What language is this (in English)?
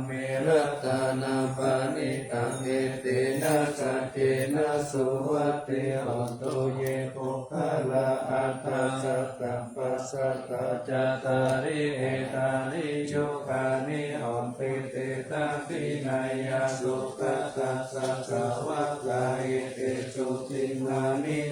Pali